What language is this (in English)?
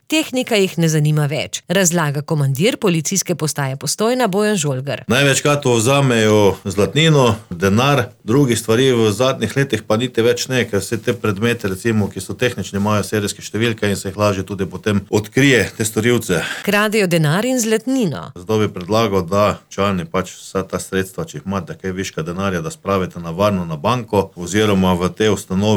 Slovenian